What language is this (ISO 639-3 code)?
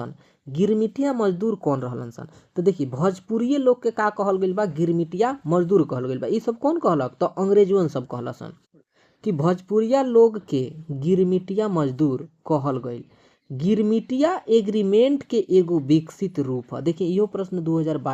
bho